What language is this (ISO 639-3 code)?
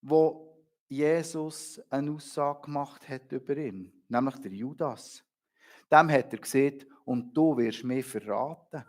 gsw